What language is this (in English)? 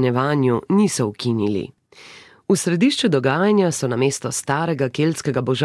Slovenian